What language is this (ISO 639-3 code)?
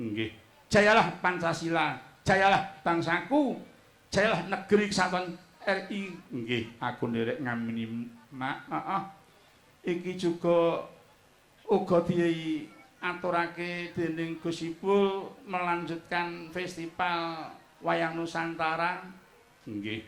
jav